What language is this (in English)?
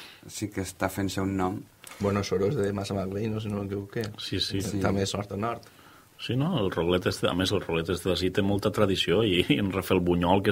Catalan